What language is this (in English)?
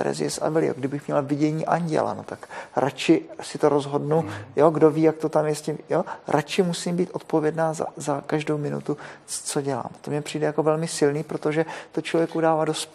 Czech